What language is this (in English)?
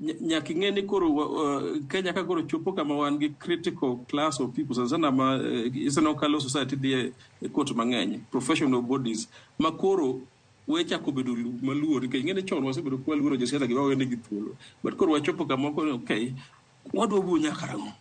Luo (Kenya and Tanzania)